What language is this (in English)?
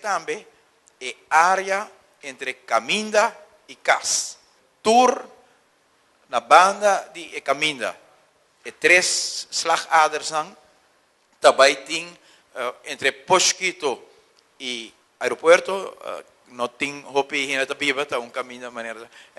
Papiamento